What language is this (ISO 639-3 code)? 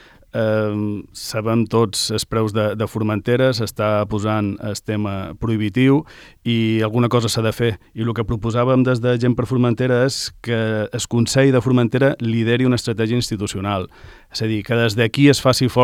cat